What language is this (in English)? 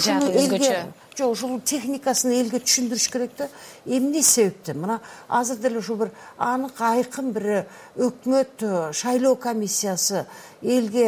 Kyrgyz